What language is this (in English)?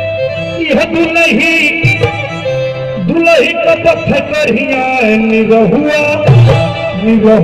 Bhojpuri